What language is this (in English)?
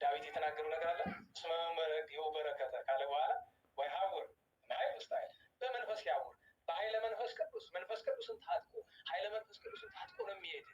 Amharic